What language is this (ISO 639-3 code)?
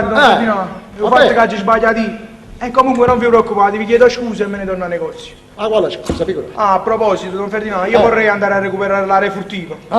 nap